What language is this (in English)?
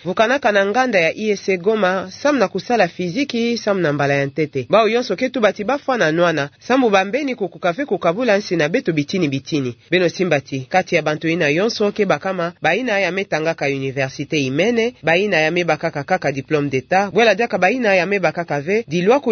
Kituba (Democratic Republic of Congo)